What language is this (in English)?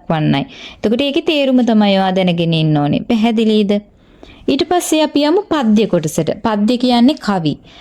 Sinhala